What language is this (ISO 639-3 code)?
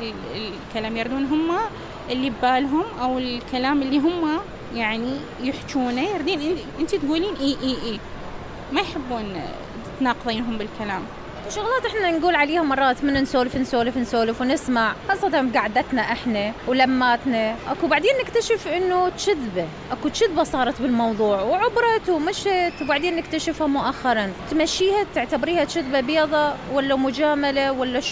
acm